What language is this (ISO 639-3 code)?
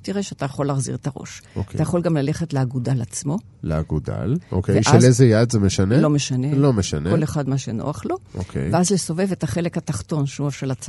heb